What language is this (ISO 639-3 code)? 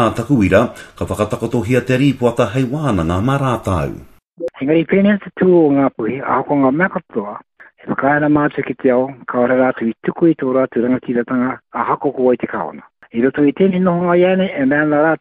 mri